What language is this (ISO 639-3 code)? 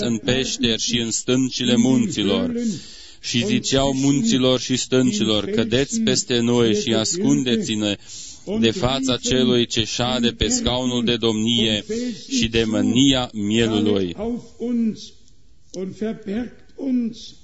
ron